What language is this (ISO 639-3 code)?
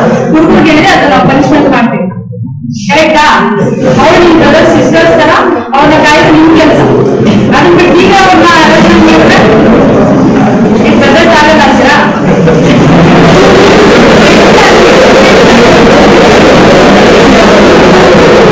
kan